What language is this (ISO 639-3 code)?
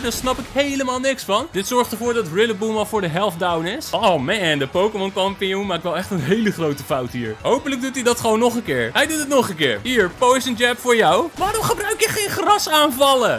nld